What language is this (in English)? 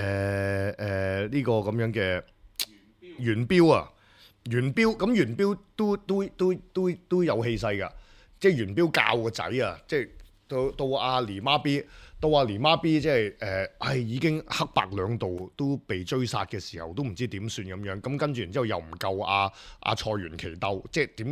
Cantonese